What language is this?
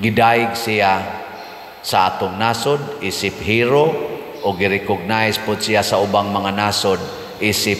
Cebuano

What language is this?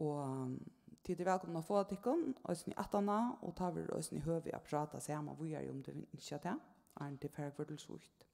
Faroese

